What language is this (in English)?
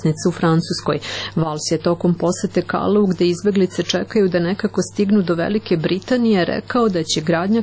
Serbian